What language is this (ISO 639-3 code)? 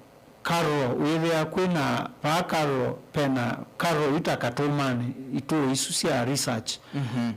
kam